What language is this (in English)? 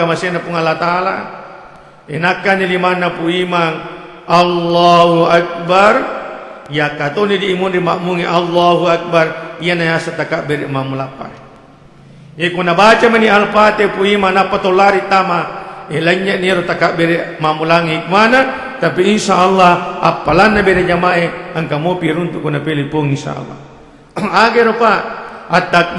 Buginese